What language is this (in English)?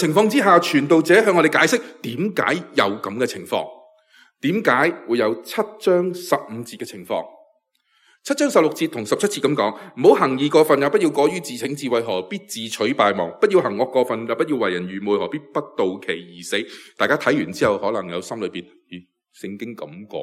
Cantonese